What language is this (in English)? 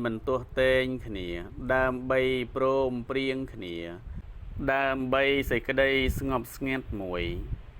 Khmer